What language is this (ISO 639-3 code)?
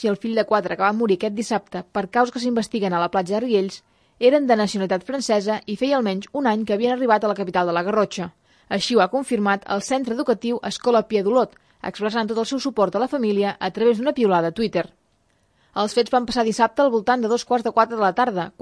cat